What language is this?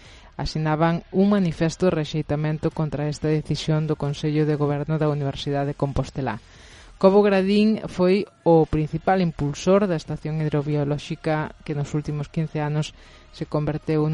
Galician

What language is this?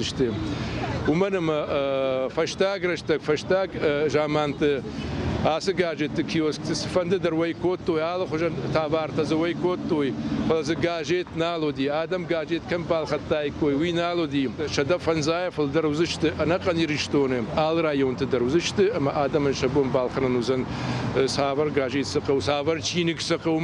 Ossetic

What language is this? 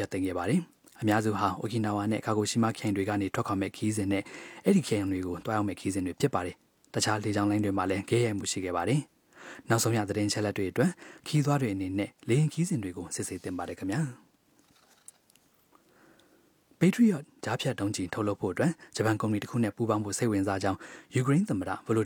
Burmese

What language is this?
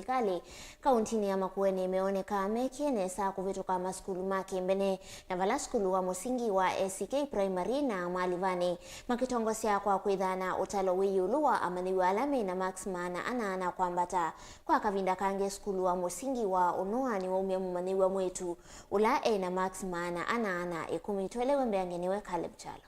Kamba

